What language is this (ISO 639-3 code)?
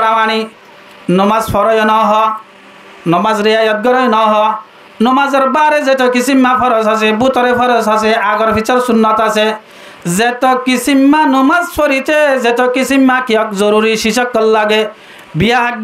rhg